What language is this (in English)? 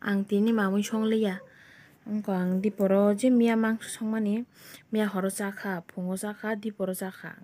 Kok Borok